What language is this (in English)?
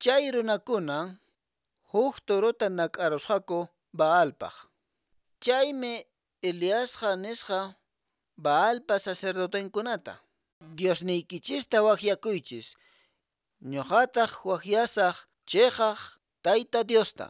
Quechua